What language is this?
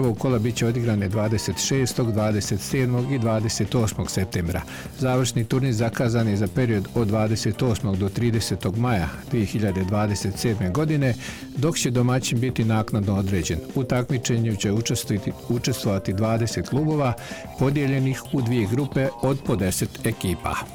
Bosnian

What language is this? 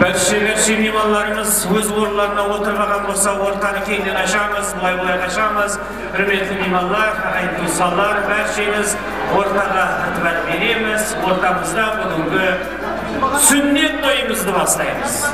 Kara-Kalpak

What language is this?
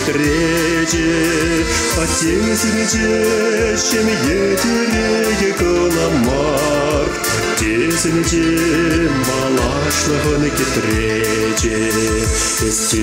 Chuvash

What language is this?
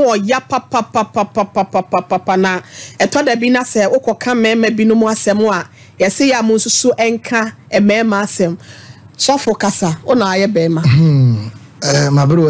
Akan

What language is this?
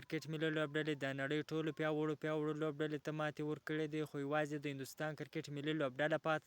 Pashto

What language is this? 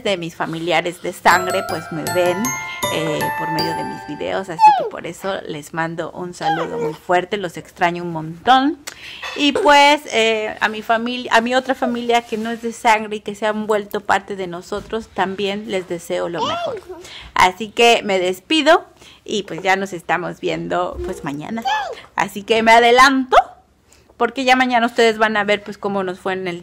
Spanish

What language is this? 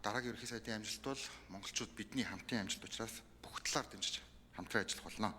Mongolian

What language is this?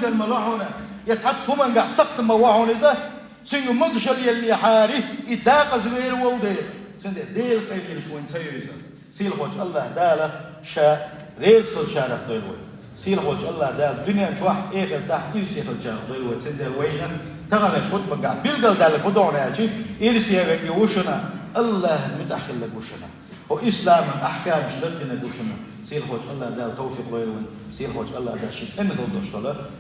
Chechen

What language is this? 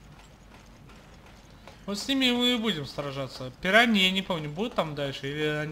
Russian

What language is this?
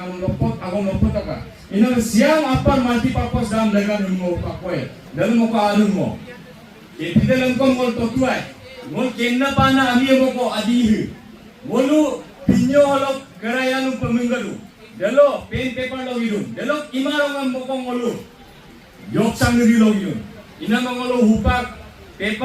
Adi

